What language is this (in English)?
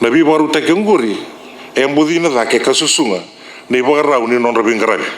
Fijian